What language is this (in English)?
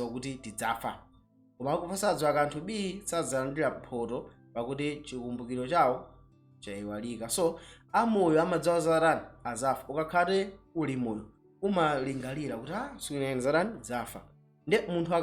Nyanja